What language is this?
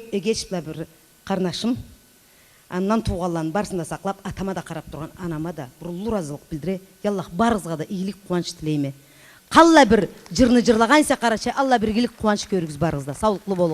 Karachay-Balkar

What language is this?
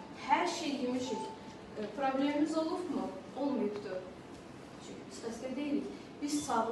Azerbaijani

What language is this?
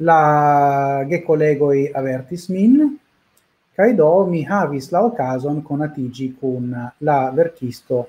Esperanto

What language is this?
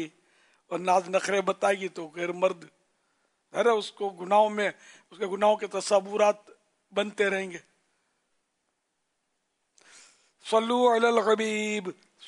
Urdu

